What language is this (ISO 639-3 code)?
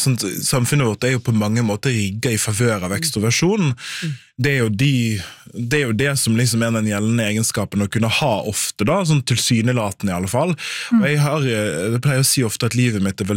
nor